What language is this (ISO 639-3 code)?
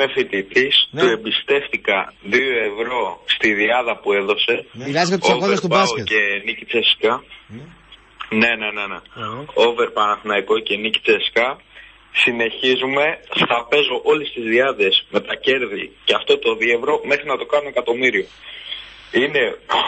ell